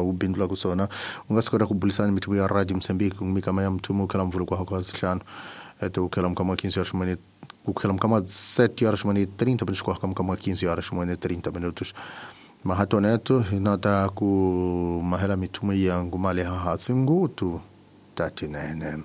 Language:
Tsonga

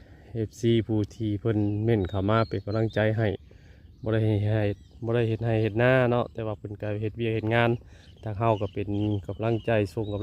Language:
Northeastern Thai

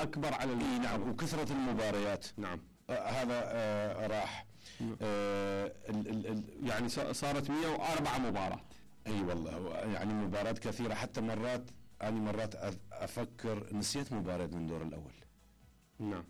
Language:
Mesopotamian Arabic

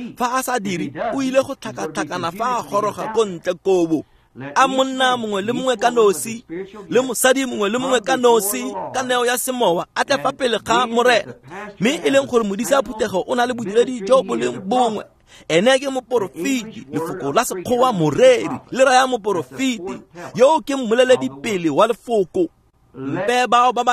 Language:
Tswana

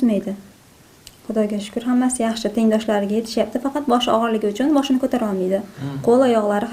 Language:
Uzbek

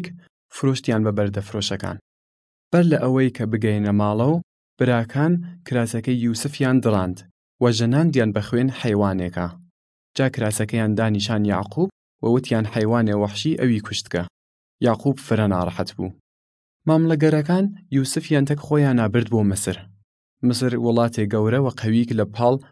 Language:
Southern Kurdish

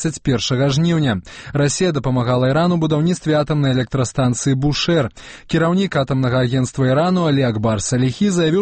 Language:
Belarusian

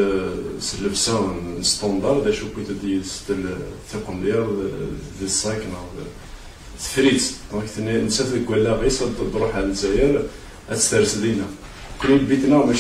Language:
Kabyle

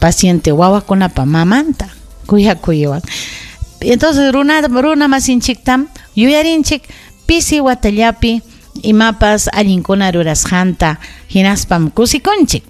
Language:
Ayacucho Quechua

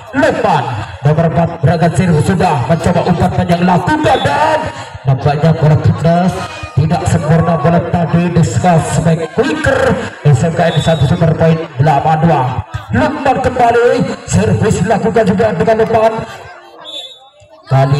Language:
Indonesian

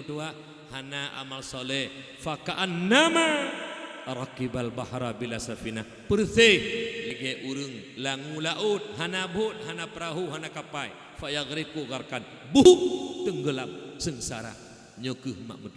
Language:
Achinese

